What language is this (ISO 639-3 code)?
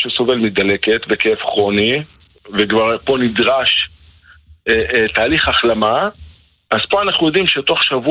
heb